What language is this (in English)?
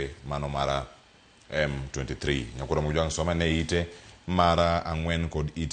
Luo (Kenya and Tanzania)